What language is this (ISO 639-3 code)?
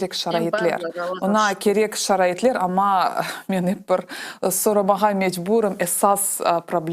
crh